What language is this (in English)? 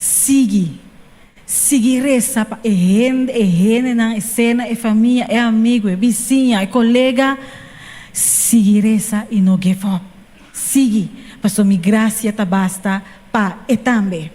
Papiamento